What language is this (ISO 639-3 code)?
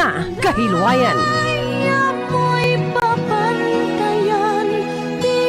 hil